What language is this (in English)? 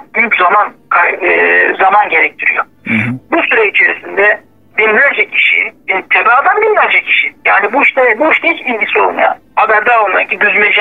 Turkish